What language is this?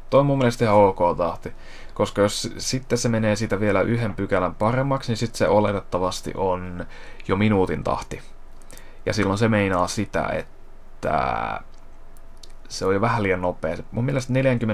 Finnish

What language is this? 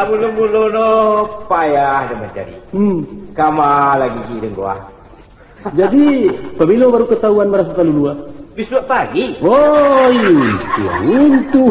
Minangkabau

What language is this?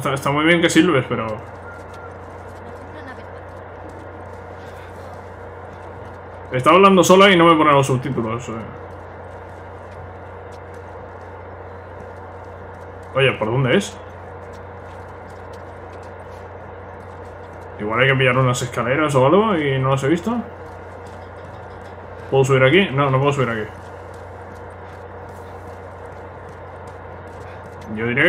Spanish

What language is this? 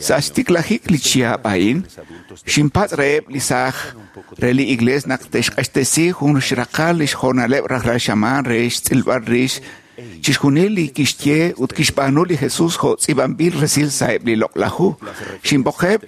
Kekchí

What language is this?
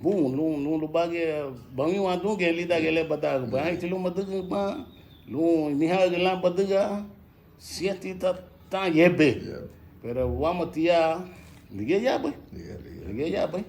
Garifuna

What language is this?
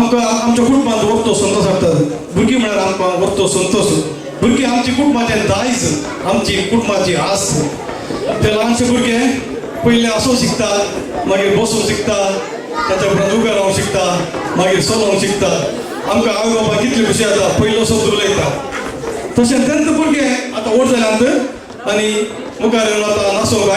Konkani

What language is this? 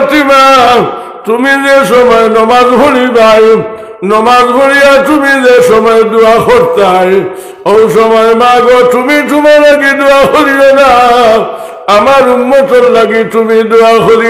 Sylheti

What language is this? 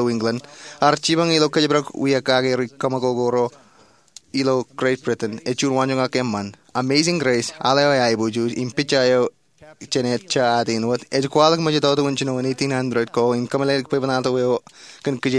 Marshallese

